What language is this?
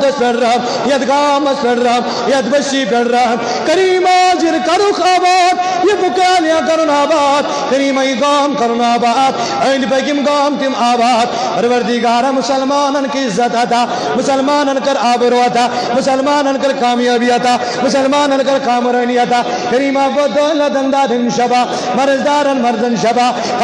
Kashmiri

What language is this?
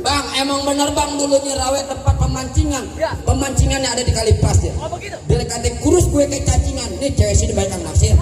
Betawi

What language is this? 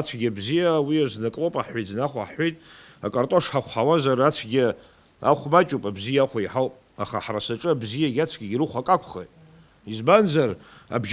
Abkhazian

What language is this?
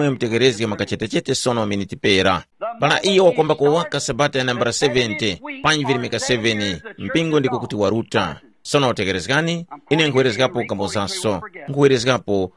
Tumbuka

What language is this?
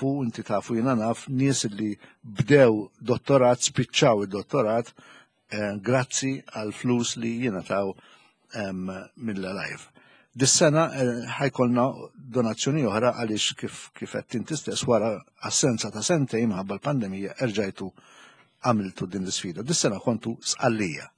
Maltese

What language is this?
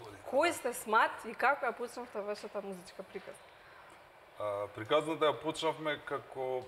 Macedonian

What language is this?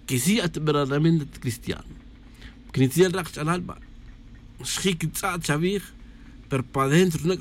Tz'utujil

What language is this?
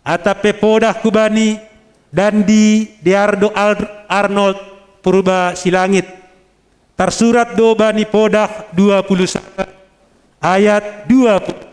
Batak Simalungun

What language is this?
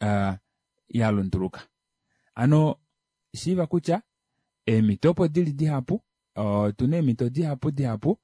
Kuanyama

